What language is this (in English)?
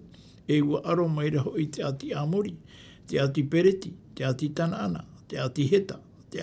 Tahitian